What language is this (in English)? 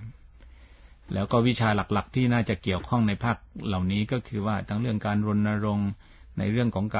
Thai